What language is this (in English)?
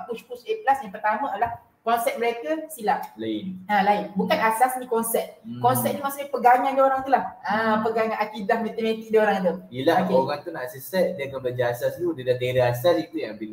Malay